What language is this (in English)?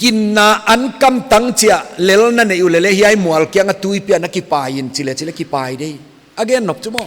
Paite Chin